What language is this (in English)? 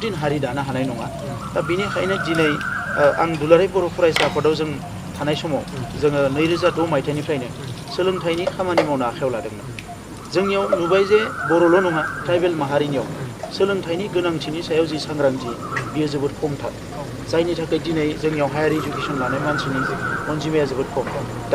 Bodo